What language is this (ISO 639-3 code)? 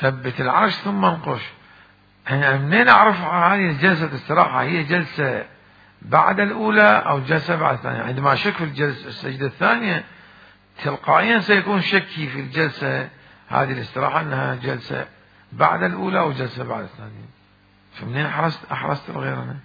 acm